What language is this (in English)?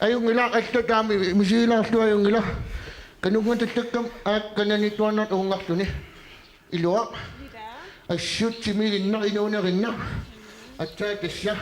Kalaallisut